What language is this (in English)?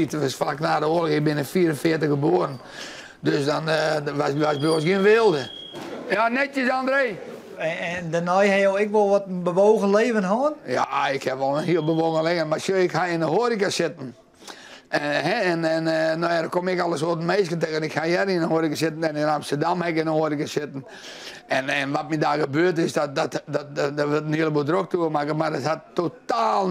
Western Frisian